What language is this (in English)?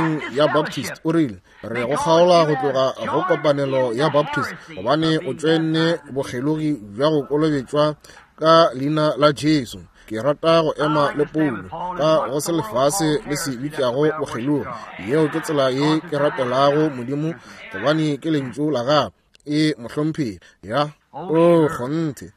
Northern Sotho